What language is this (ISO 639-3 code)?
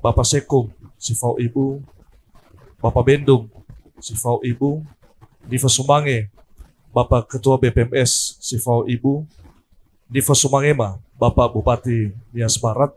nia